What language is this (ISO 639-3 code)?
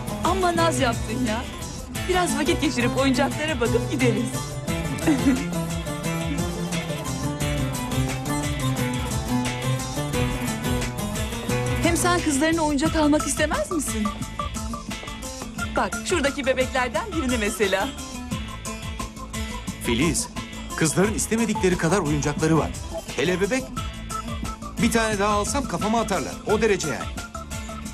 tur